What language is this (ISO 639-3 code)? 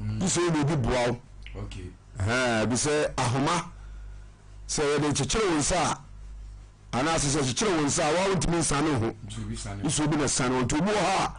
aka